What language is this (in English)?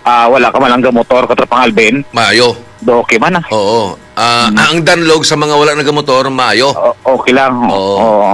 Hiligaynon